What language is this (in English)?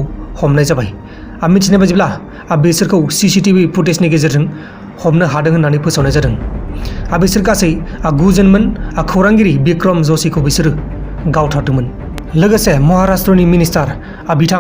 Bodo